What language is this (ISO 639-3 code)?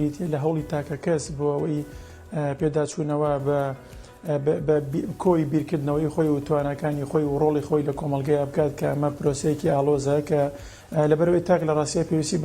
ckb